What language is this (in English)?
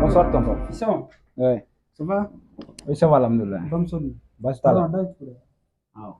Bambara